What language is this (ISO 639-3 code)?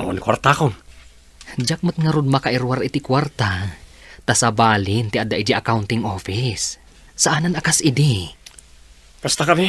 ilo